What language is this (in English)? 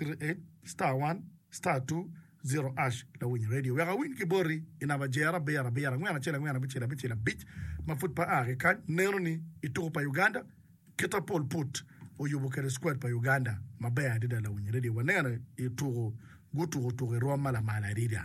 Acoli